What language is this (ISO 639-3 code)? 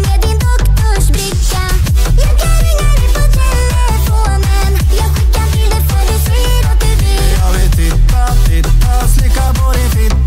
swe